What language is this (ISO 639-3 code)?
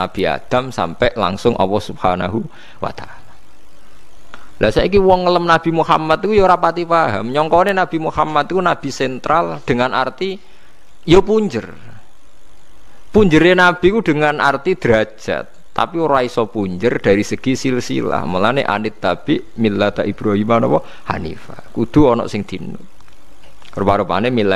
jav